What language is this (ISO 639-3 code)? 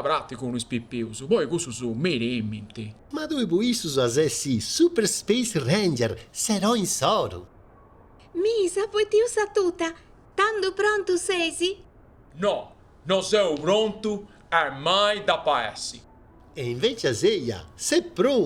srd